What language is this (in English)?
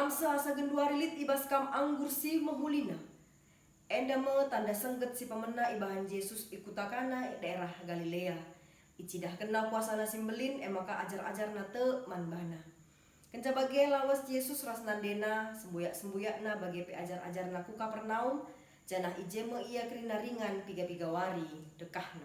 Batak Karo